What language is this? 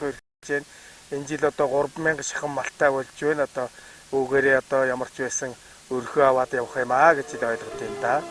Mongolian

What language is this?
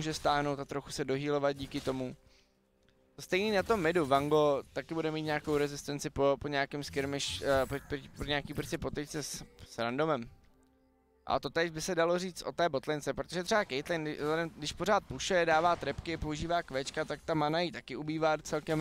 Czech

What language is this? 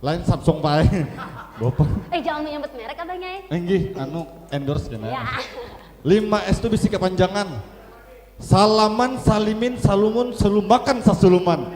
Banjar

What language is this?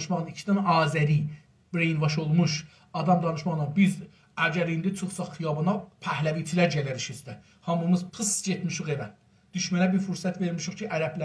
South Azerbaijani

